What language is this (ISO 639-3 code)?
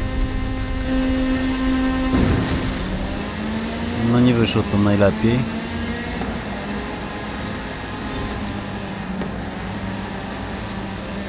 pol